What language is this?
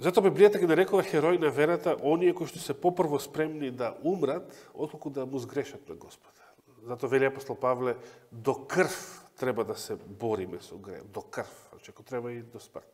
Macedonian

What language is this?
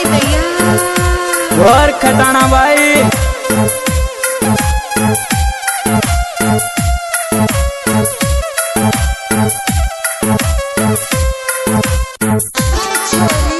Bhojpuri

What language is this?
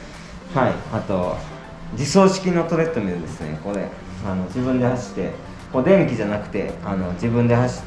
Japanese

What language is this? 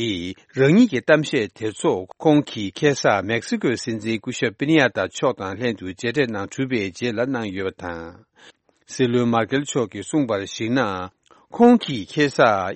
Tibetan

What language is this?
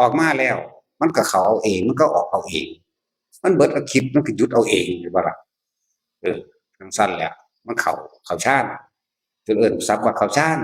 Northeastern Thai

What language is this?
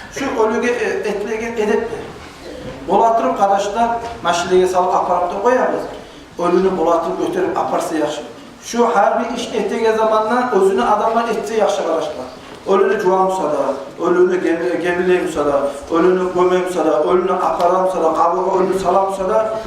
Kumyk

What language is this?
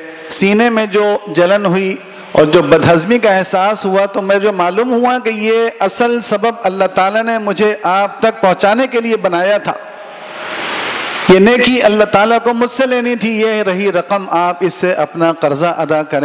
Urdu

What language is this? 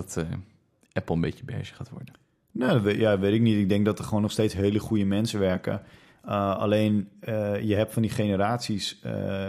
Dutch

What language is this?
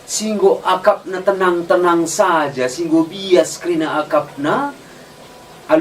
Batak Karo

